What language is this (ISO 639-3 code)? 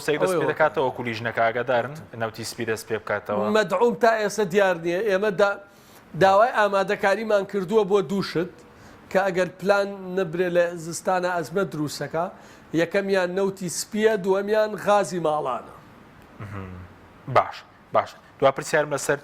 ckb